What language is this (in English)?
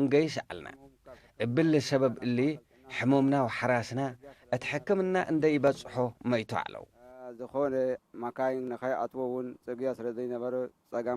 Tigre